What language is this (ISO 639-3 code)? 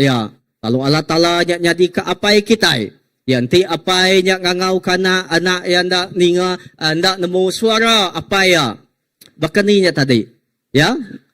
iba